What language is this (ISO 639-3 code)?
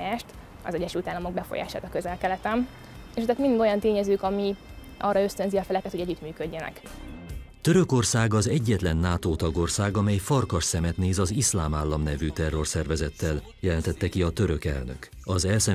hun